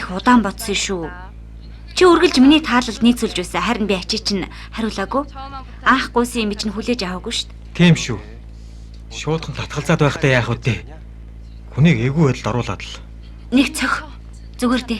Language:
Mongolian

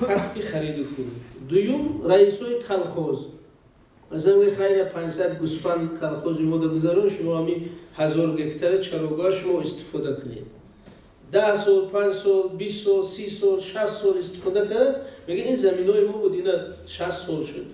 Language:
Tajik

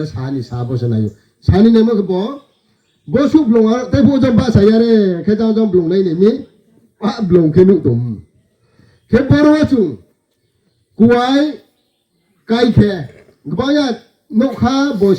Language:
Riang (India)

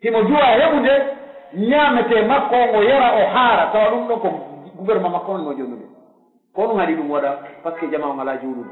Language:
Pular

